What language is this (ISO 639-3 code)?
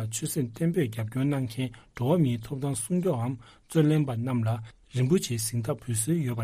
bod